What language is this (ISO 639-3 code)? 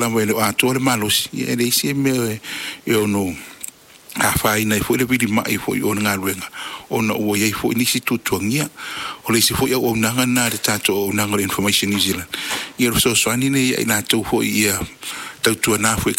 smo